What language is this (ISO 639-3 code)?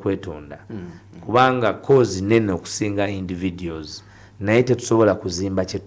lug